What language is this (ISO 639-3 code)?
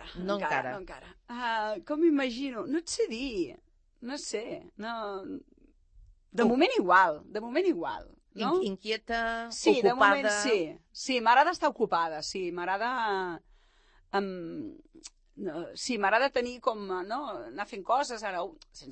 cat